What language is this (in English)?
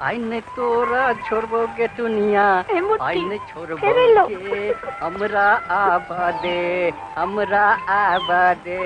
Maithili